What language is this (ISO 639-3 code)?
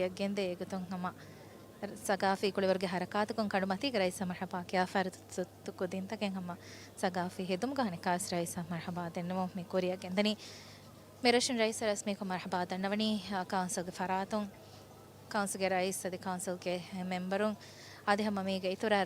div